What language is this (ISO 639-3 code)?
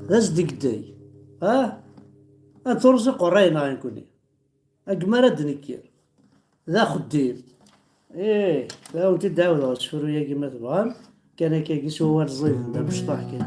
kab